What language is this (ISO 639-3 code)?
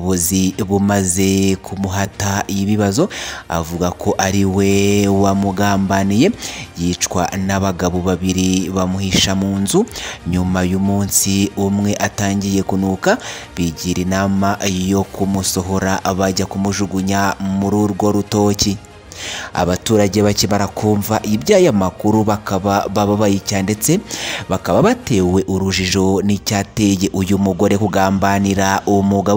kin